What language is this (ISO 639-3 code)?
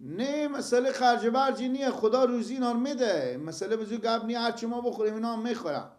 fas